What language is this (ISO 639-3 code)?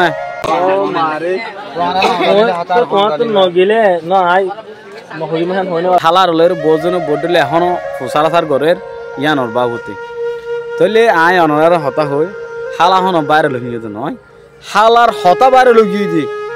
rhg